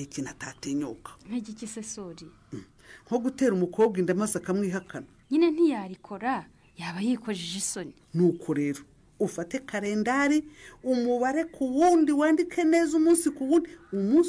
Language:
Kinyarwanda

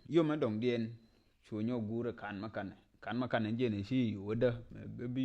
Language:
Nuer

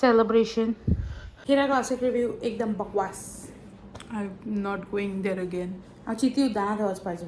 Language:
Konkani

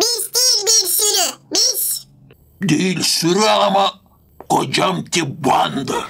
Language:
Gagauz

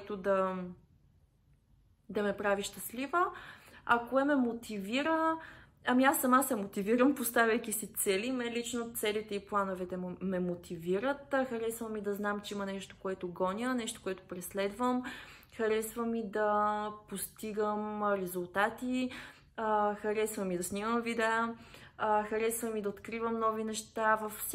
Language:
Bulgarian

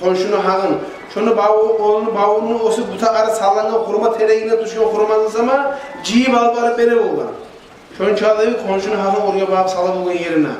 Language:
Kumyk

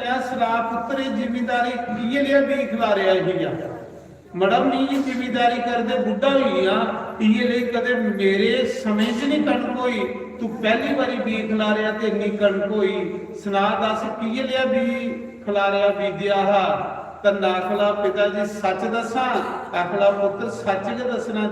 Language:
Dogri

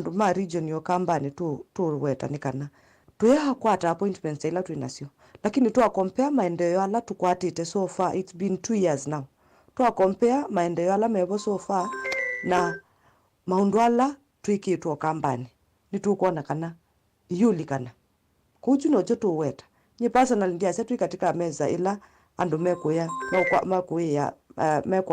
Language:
Kamba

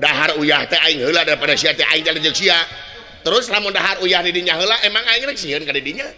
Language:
Sundanese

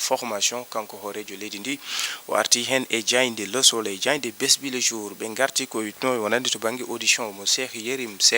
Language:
Fula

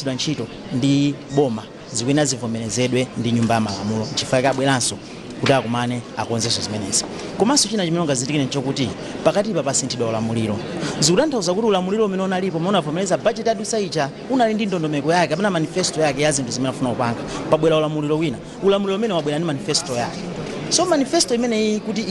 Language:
Nyanja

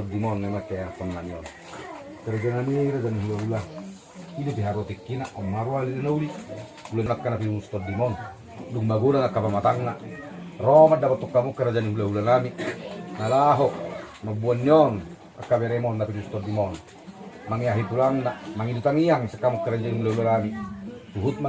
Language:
Batak Toba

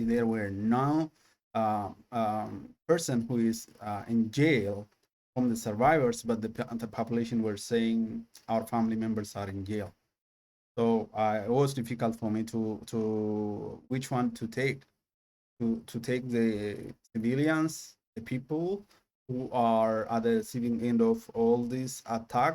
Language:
English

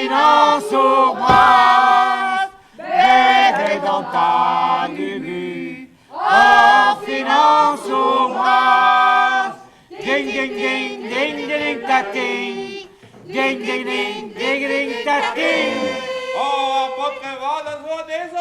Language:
Breton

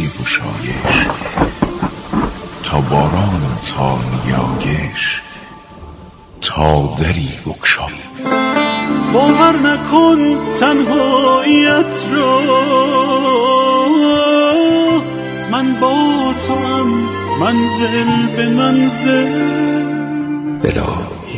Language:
Persian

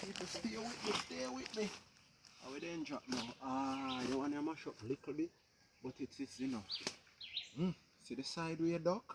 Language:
Jamaican Creole English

